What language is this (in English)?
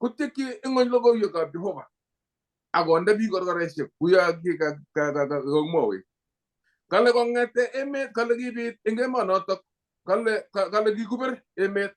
Kalenjin